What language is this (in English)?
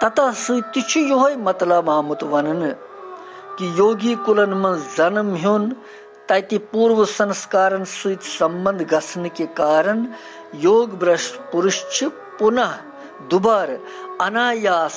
Kashmiri